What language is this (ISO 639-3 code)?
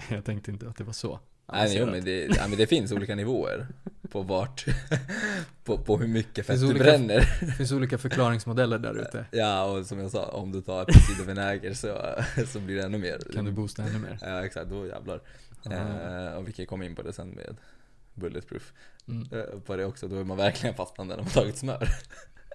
swe